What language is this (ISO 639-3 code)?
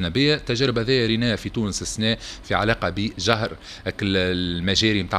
aeb